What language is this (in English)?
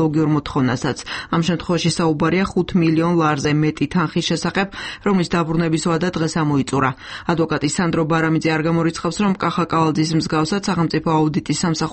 Georgian